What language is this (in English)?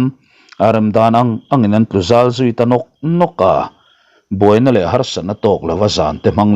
Mizo